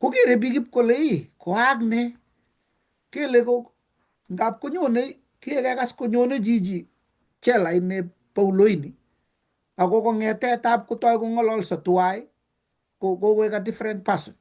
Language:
Kalenjin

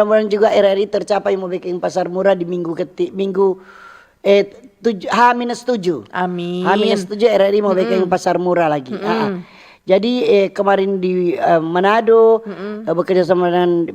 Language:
Manado Malay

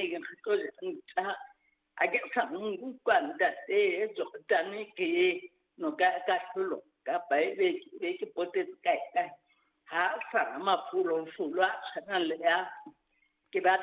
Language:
Southern Sotho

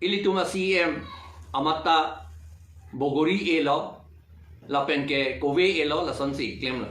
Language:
Karbi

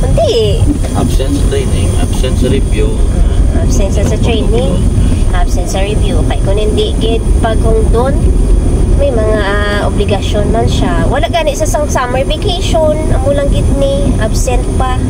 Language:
Hiligaynon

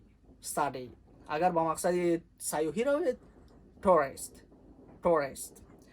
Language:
Tajik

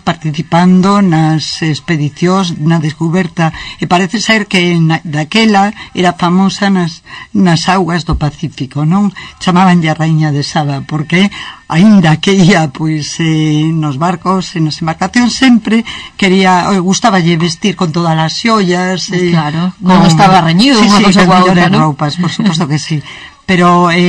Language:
Galician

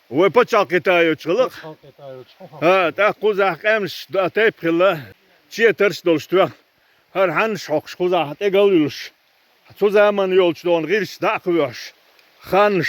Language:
Chechen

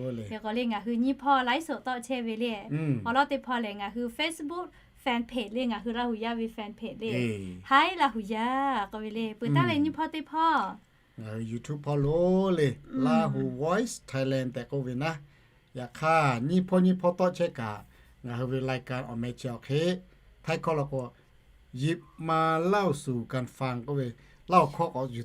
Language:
Lahu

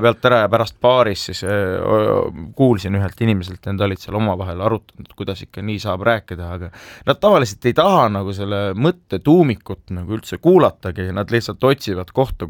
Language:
Estonian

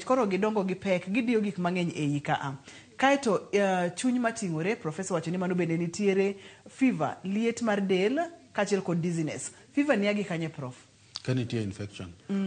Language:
Luo (Kenya and Tanzania)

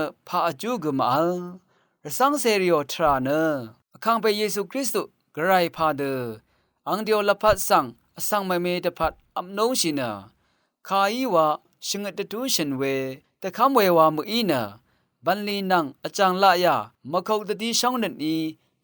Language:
Rawang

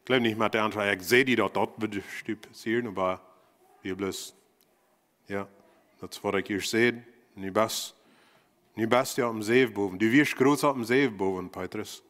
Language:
Plautdietsch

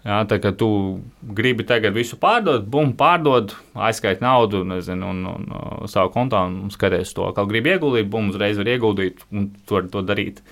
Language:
Latvian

